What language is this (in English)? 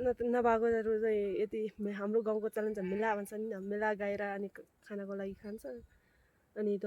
Nepali